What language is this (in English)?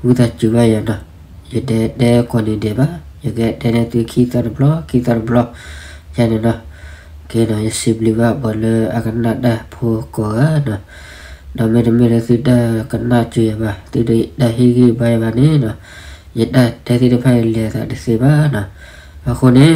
S'gaw Karen